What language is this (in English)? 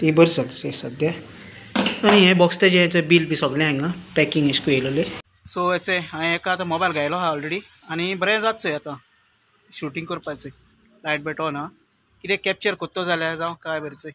Konkani